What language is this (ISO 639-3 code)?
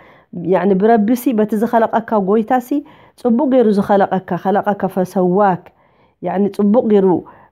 tir